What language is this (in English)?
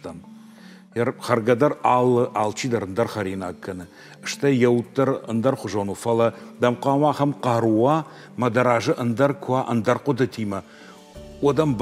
Ossetic